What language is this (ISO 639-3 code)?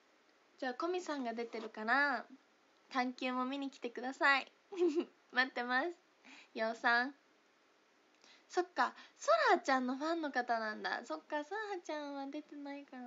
jpn